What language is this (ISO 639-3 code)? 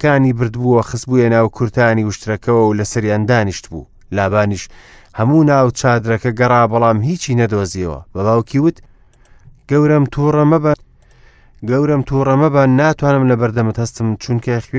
ckb